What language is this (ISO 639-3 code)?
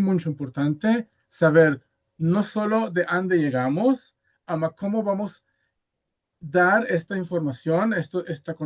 lad